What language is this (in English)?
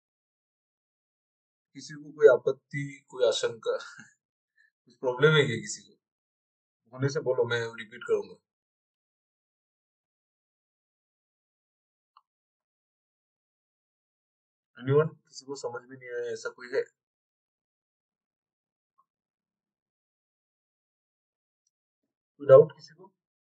Hindi